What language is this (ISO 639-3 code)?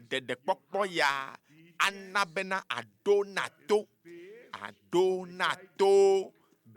ewe